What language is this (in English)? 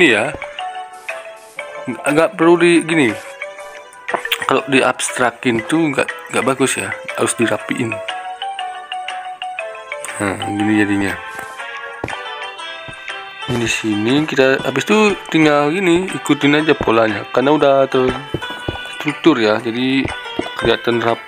Indonesian